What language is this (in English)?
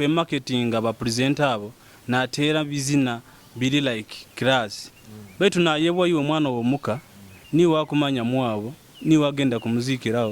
Nyoro